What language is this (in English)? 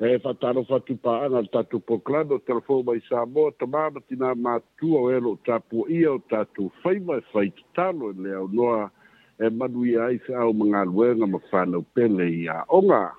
Samoan